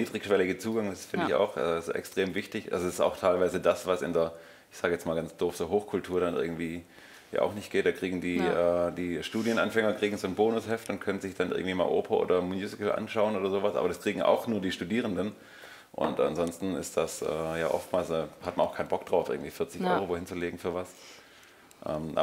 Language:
German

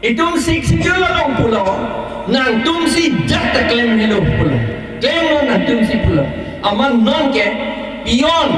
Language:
Karbi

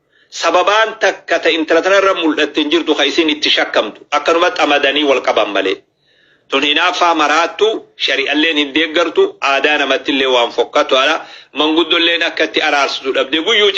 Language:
Oromo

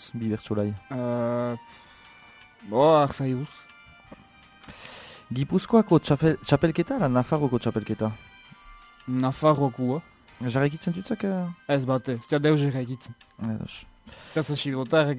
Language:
Basque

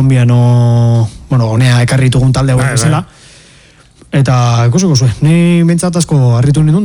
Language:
Basque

